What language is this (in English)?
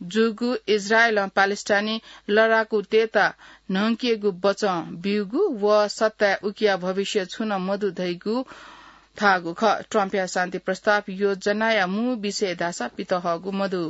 Newari